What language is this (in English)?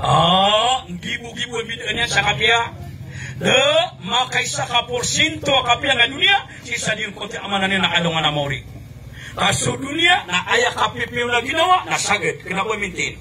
Maranao